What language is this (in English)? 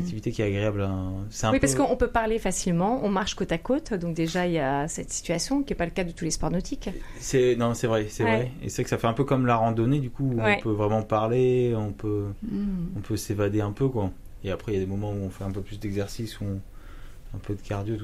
French